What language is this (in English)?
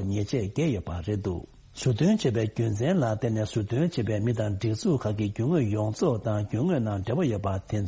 Tibetan